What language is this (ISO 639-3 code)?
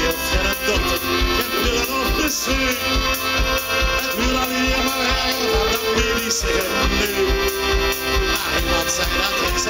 nld